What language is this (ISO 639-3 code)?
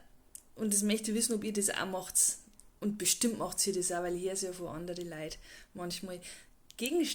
bar